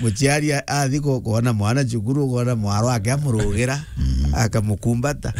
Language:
Meru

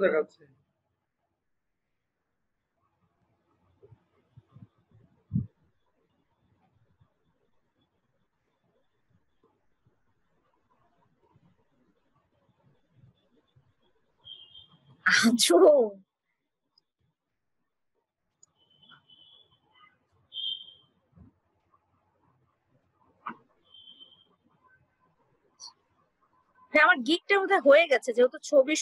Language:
Bangla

